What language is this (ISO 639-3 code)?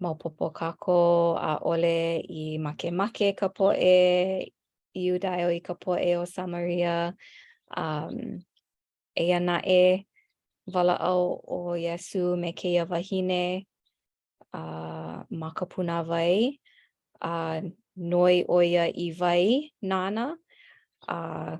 haw